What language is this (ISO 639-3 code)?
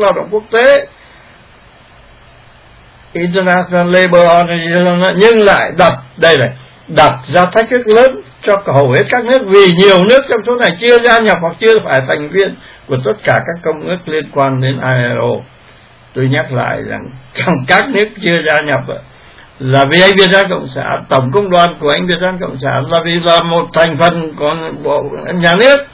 vie